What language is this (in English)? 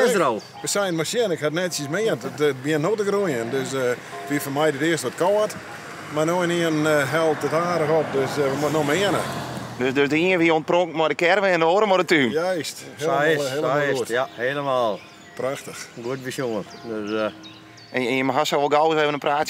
Western Frisian